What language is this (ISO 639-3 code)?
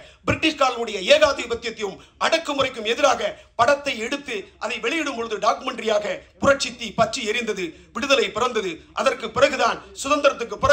tam